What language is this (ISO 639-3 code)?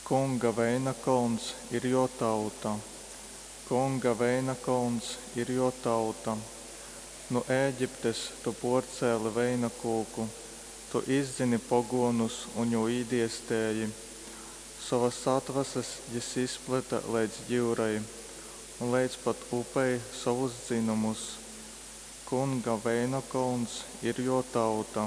ltg